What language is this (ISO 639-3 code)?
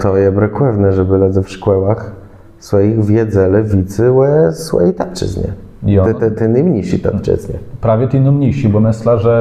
csb